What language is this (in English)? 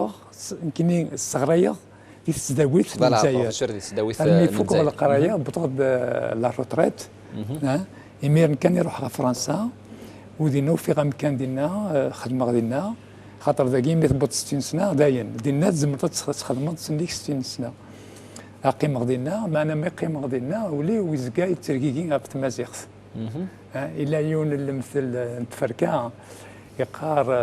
Kabyle